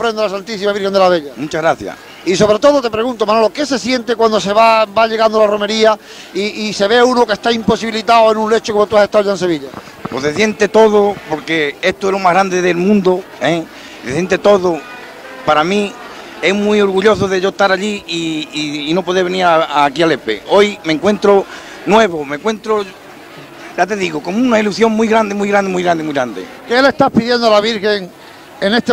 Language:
Spanish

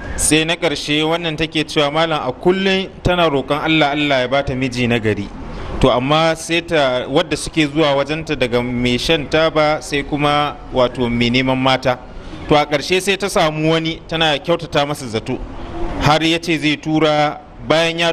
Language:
Hausa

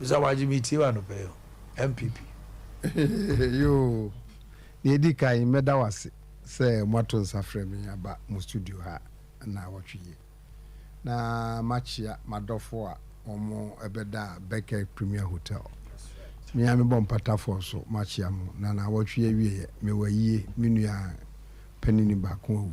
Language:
Akan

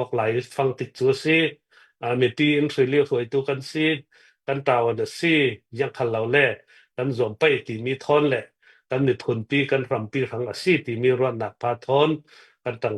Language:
Hakha Chin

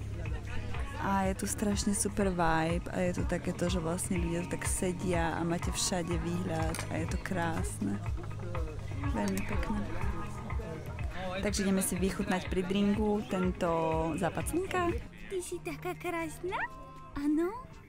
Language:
Slovak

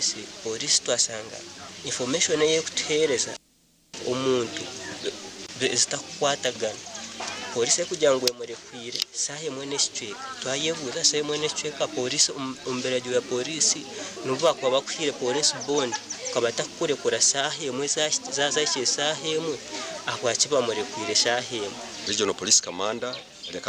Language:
Nyankole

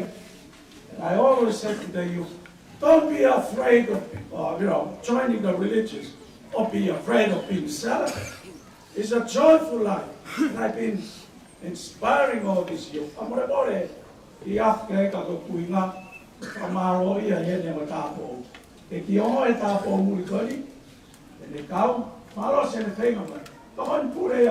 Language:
Tongan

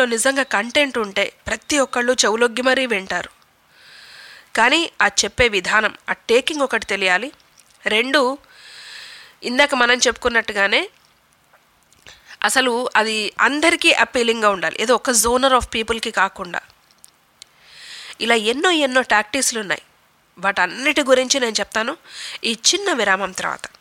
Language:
Telugu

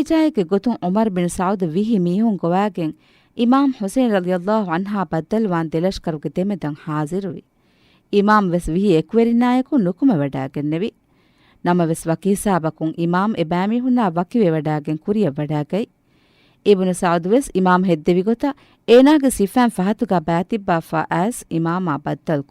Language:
Divehi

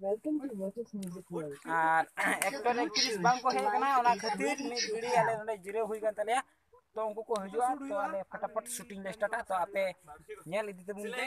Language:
Santali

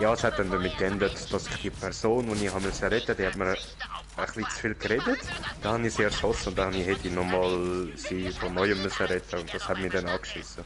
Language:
Swiss German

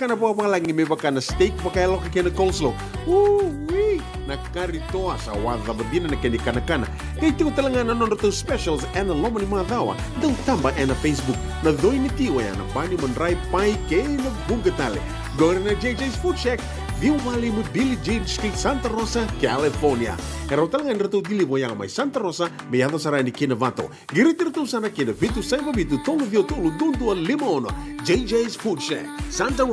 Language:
Fijian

